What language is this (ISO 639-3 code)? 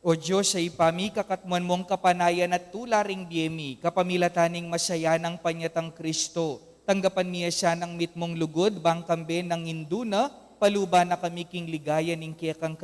pam